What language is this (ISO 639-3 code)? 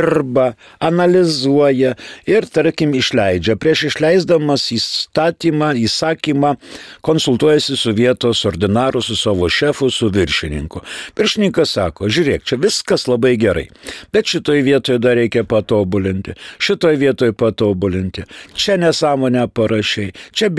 lit